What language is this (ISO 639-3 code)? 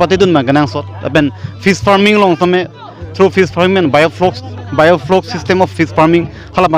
mjw